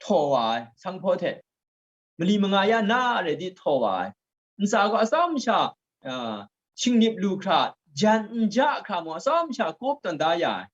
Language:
Kachin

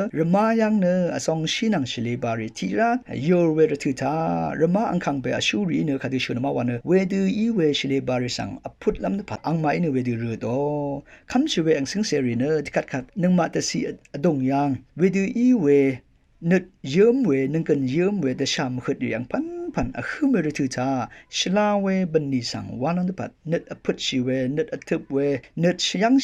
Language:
Rawang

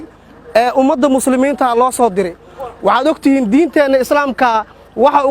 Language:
Somali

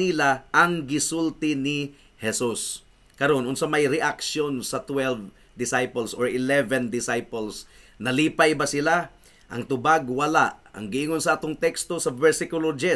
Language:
Cebuano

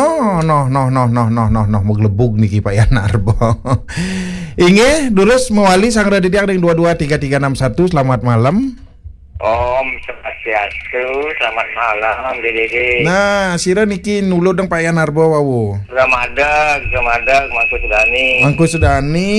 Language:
Balinese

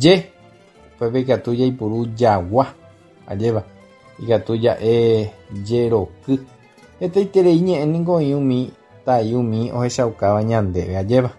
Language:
Guarani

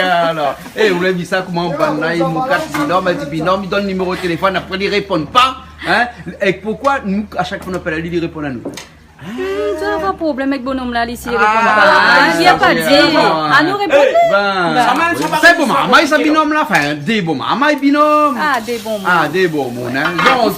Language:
Réunion Creole French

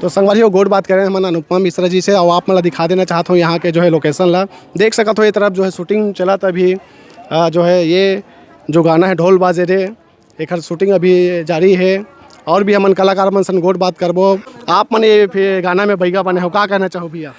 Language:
Chhattisgarhi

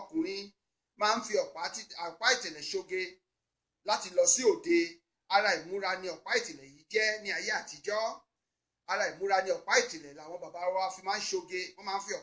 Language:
Yoruba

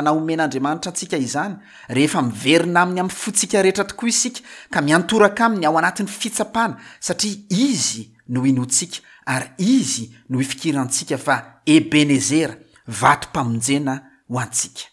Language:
Malagasy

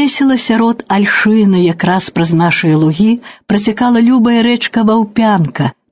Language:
Belarusian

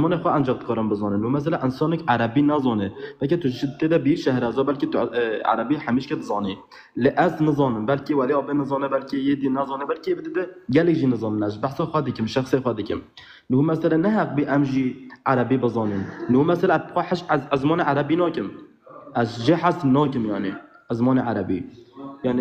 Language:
Kurdish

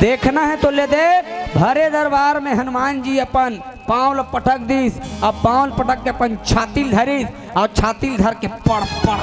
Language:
Chhattisgarhi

